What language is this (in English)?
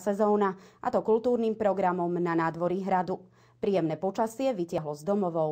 Slovak